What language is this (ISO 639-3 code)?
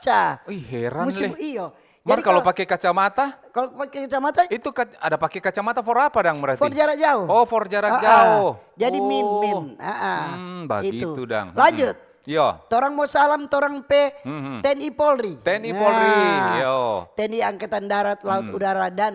xmm